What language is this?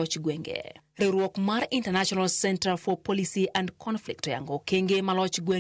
Luo (Kenya and Tanzania)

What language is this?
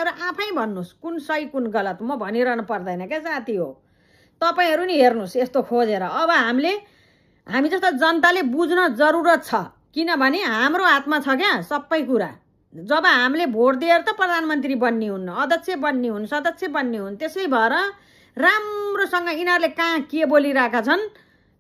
Nepali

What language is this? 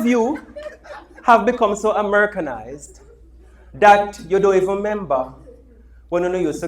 Jamaican Creole English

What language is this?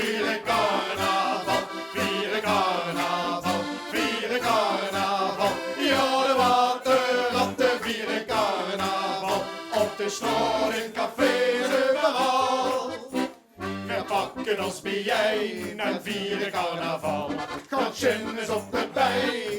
Limburgish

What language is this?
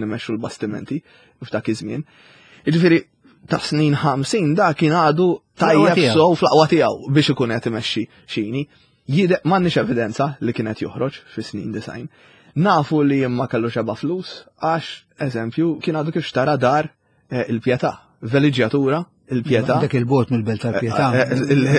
Maltese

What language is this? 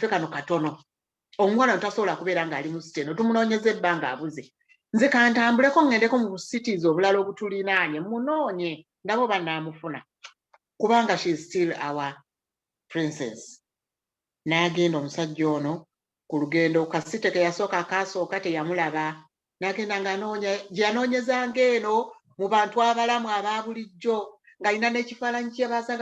Ganda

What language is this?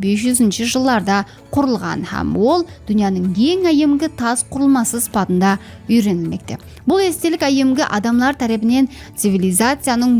Kara-Kalpak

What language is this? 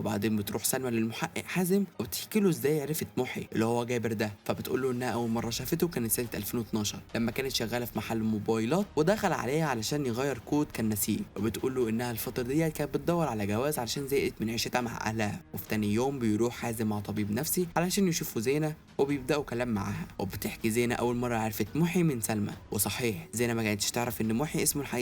Egyptian Arabic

